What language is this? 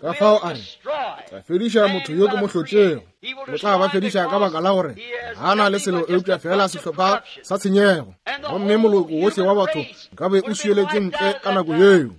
Northern Sotho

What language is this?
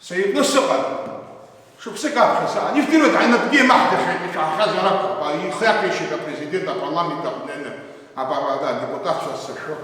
Abkhazian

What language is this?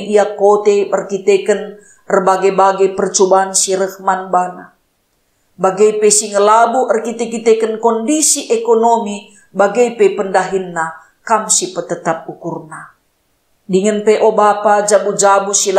Batak Karo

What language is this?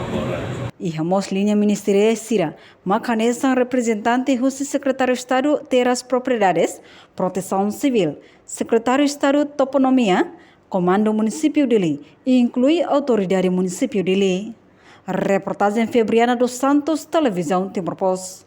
Tetum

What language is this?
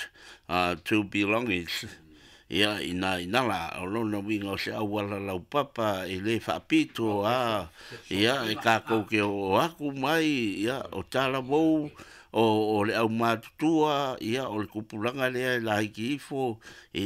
Samoan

